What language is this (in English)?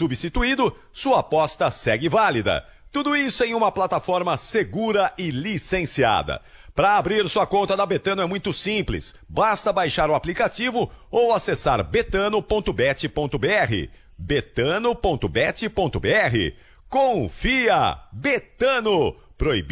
Portuguese